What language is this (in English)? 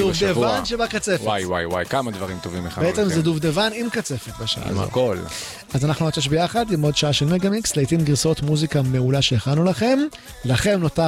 Hebrew